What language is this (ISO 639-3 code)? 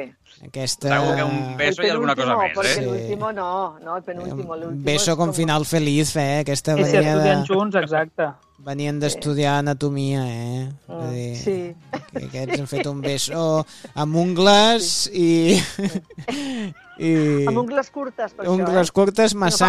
cat